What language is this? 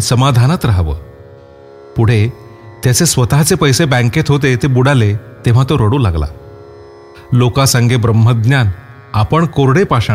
Marathi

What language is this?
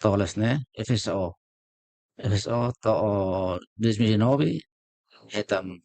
Tetum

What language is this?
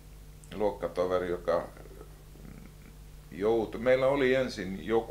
Finnish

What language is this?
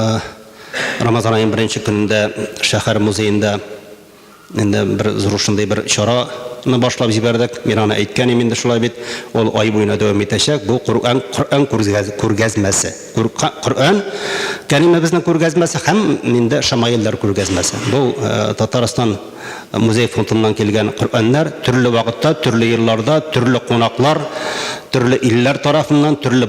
Tatar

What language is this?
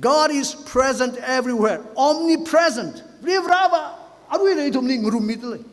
Tangkhul Naga (India)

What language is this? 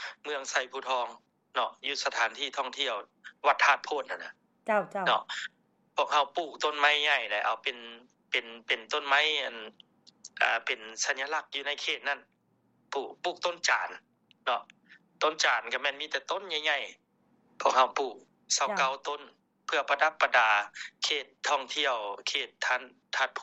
Lao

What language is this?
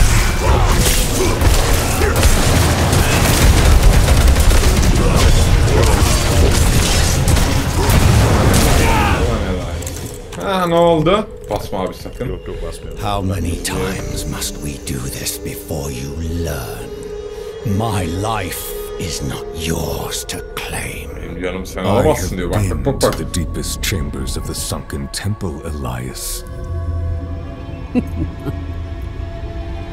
Turkish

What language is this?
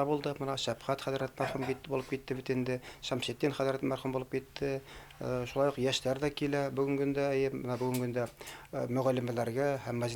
Bashkir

